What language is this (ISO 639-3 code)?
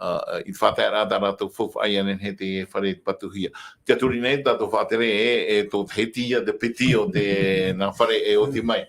tah